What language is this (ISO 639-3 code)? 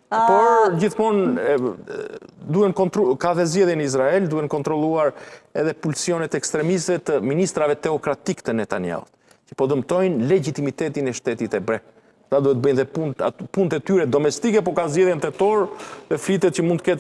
sqi